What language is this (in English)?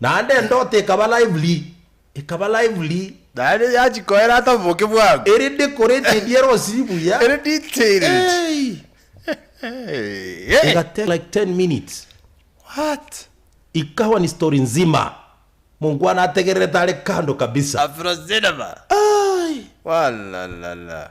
Gusii